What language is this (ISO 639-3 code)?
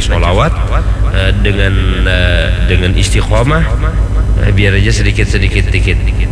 bjn